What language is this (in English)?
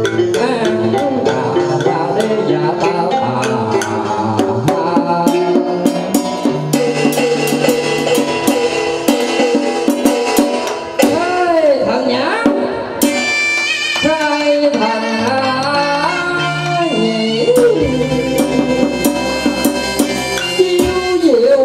Vietnamese